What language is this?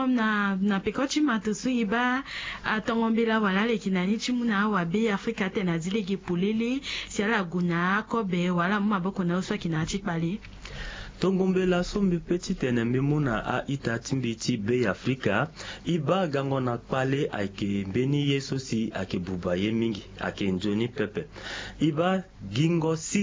Sango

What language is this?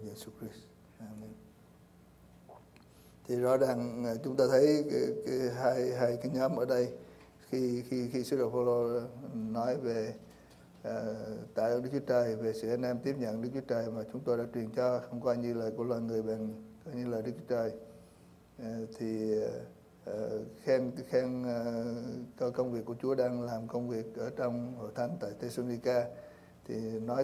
Vietnamese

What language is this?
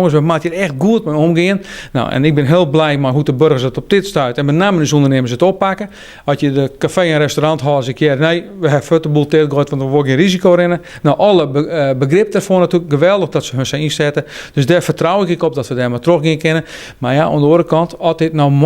Western Frisian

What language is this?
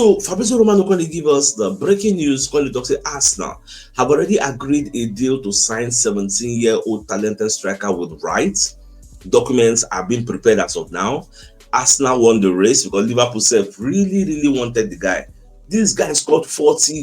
Nigerian Pidgin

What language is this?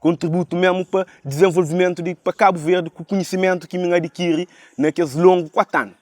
Kabuverdianu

